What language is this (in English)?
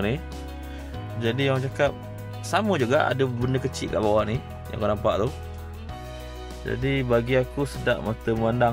Malay